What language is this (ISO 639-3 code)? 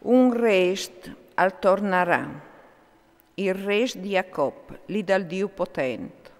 fur